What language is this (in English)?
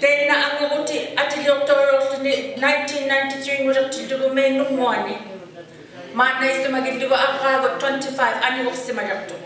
Inuktitut